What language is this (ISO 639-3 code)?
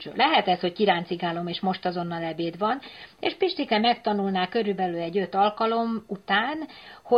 hun